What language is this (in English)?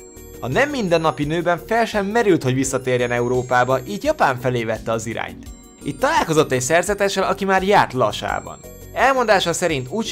Hungarian